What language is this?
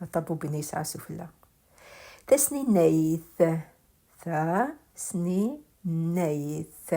Kabyle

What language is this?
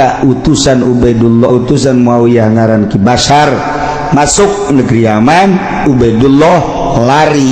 Sundanese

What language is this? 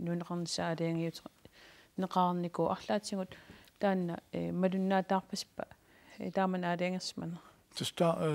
Kalaallisut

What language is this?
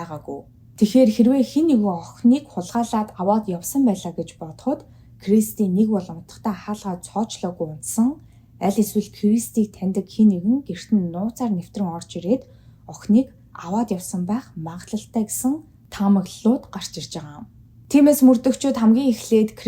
Mongolian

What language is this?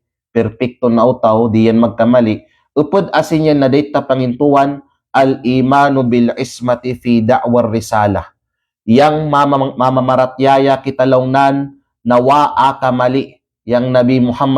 Kalagan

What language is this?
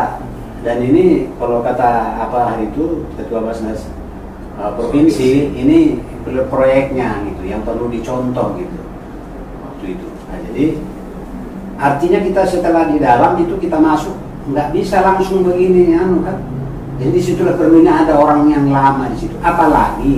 Indonesian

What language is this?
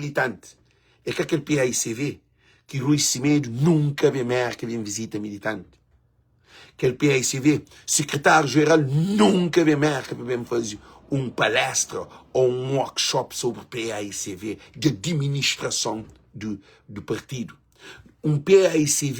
Kabuverdianu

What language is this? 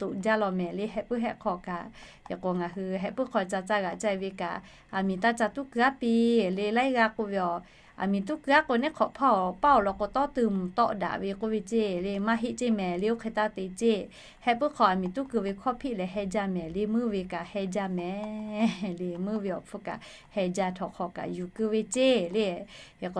Lahu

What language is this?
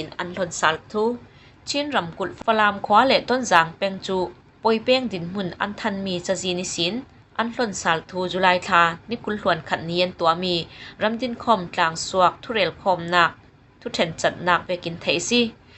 Falam Chin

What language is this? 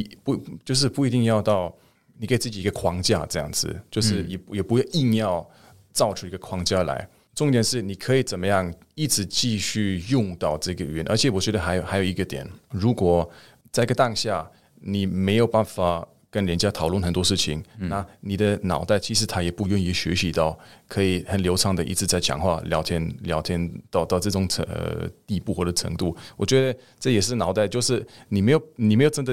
Chinese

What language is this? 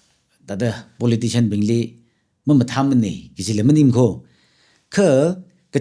Tangkhul Naga (India)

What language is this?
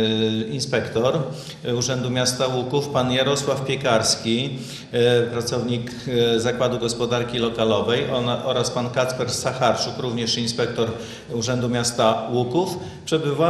Polish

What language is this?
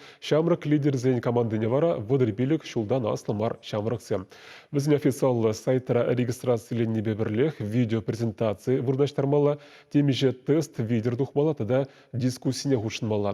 Chuvash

